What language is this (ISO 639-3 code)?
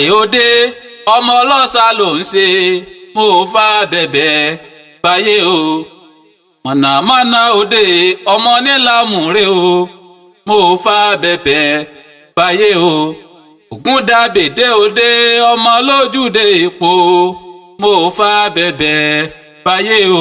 yor